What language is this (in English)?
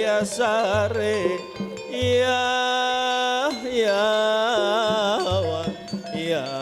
Banjar